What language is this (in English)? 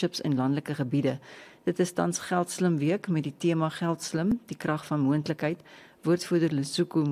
Afrikaans